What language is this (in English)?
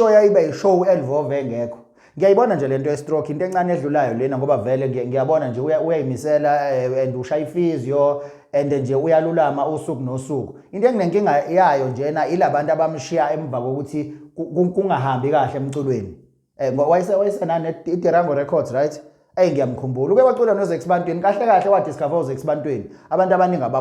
Zulu